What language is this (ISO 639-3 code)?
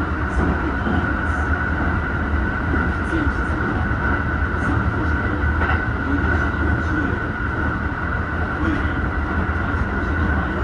jpn